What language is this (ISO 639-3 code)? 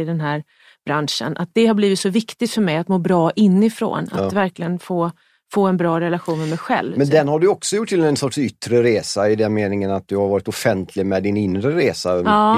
swe